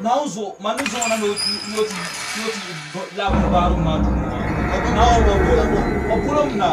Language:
Dagbani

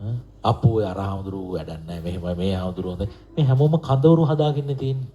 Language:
Sinhala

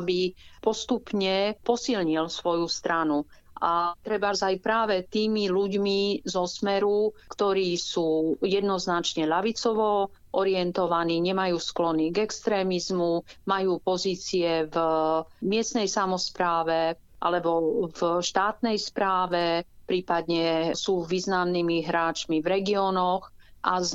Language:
Slovak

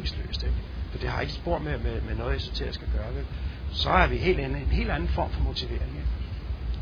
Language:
Danish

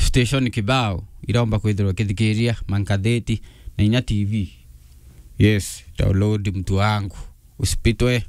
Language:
Meru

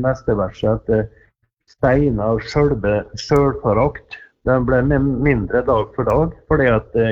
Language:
Norwegian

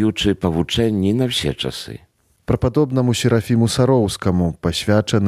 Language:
Belarusian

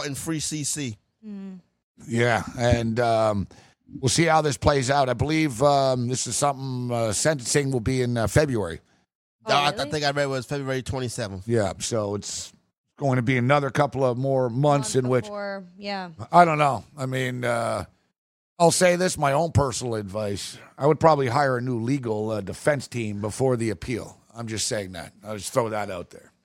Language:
English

